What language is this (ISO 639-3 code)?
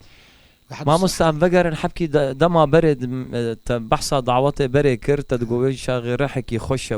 kur